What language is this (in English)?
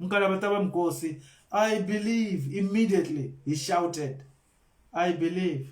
Venda